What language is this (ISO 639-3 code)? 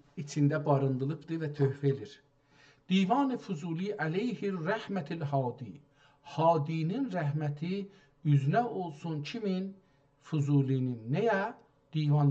azb